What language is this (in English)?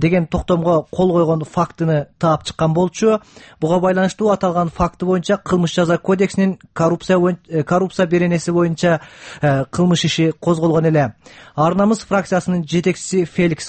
Kyrgyz